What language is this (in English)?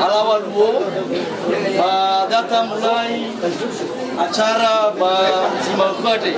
Nias